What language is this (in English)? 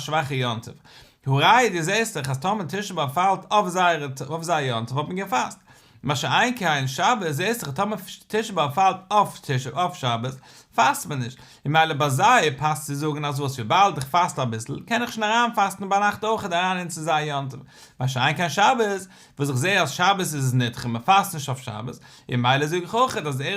Yiddish